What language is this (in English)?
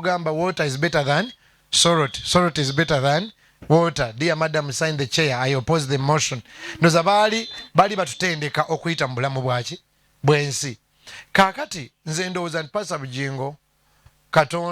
Ganda